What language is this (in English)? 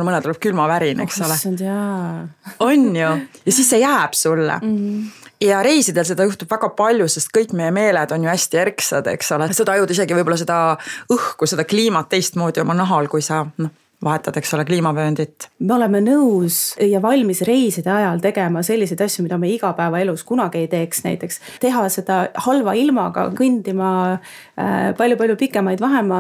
Estonian